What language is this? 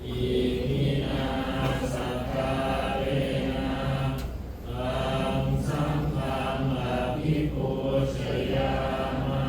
Pali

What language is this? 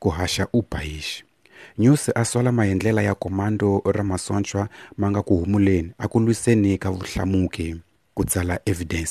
Tsonga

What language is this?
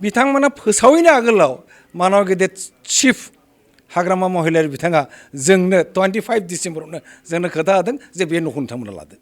Bodo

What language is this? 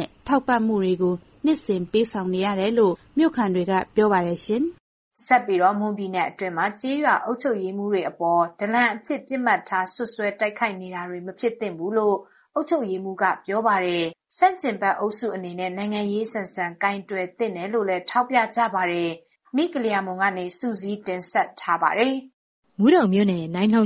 Burmese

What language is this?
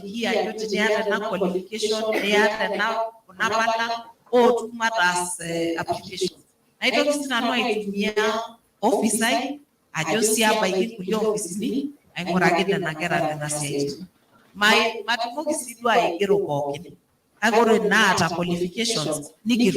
Masai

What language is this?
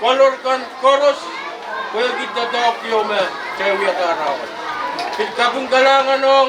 Pohnpeian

